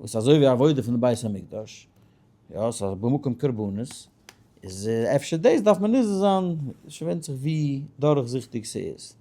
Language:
Yiddish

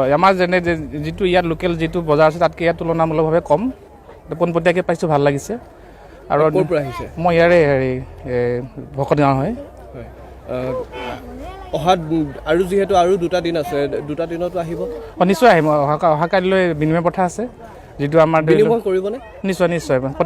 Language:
Assamese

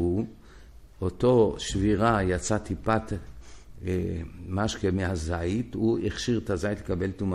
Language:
Hebrew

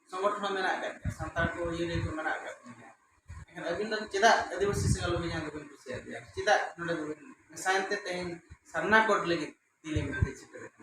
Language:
Santali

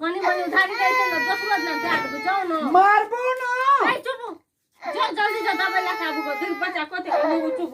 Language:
Maithili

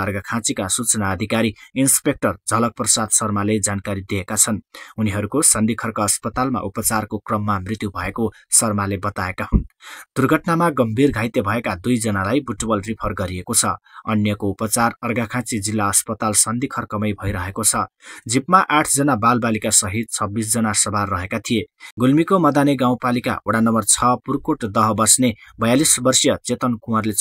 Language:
Nepali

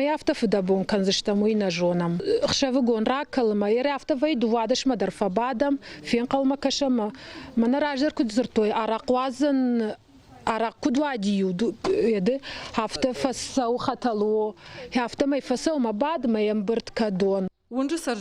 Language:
Ossetic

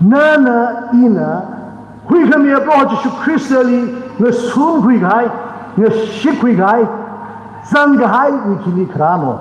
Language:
Tangkhul Naga (India)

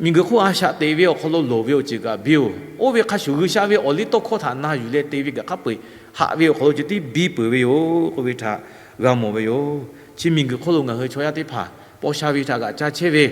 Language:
Lahu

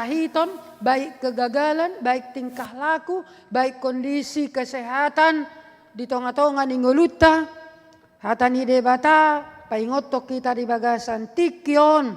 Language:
Batak Toba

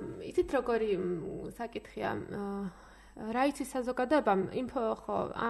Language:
Georgian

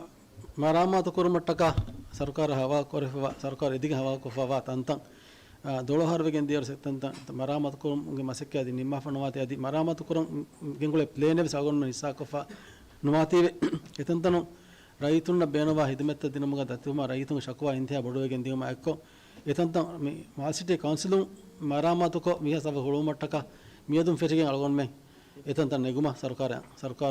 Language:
Divehi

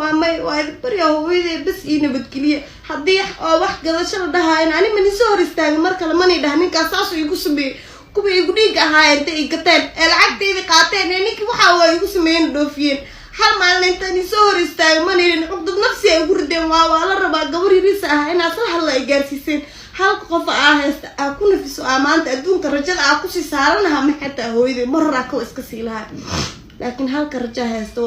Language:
Somali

